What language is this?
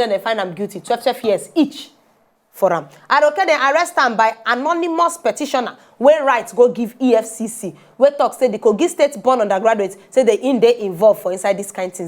Nigerian Pidgin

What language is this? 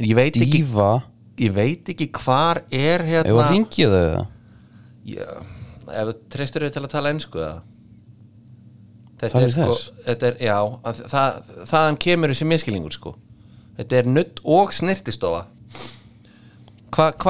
Icelandic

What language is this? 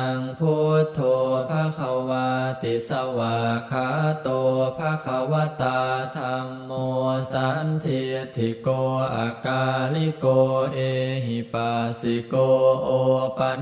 Pali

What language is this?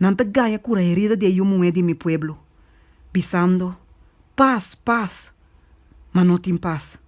Papiamento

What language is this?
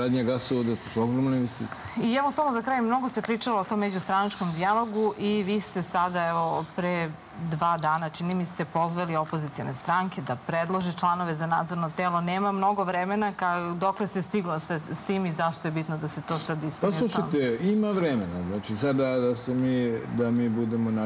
Serbian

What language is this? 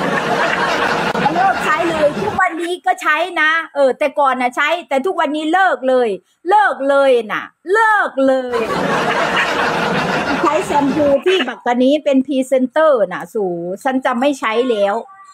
Thai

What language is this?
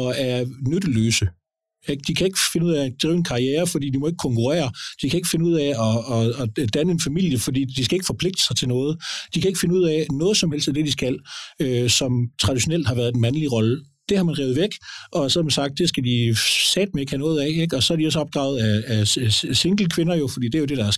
Danish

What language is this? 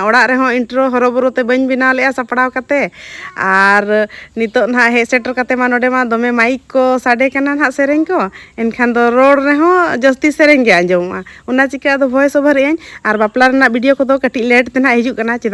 Santali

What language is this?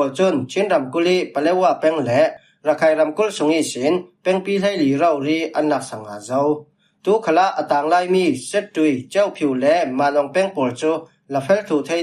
Falam Chin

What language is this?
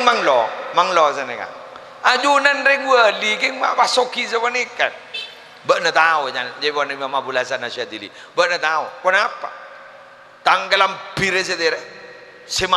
Madurese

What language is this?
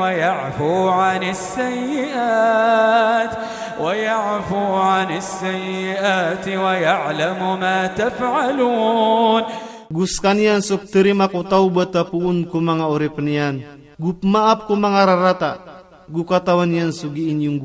Maranao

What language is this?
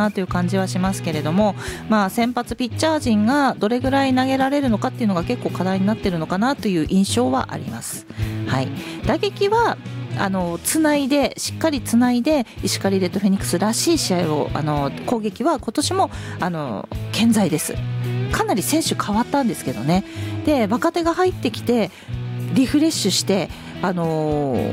Japanese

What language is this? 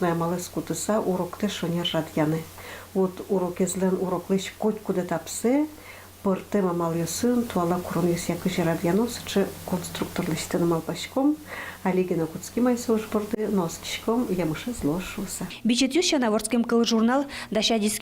Udmurt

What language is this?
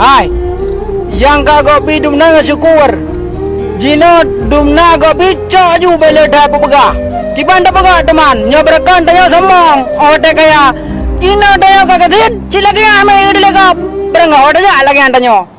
Achinese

